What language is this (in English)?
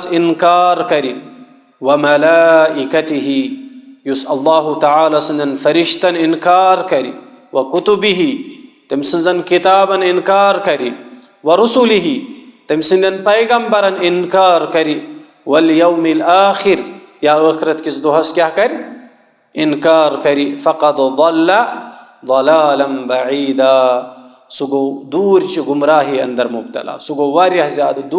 Kashmiri